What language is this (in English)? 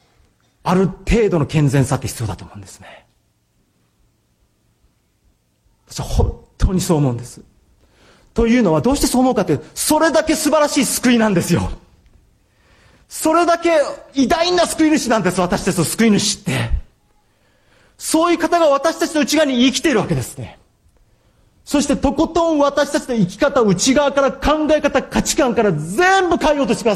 Japanese